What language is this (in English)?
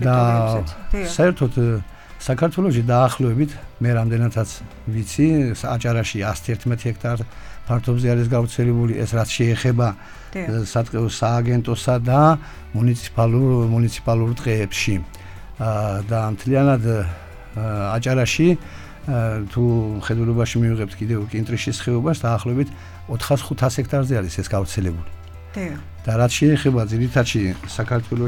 Georgian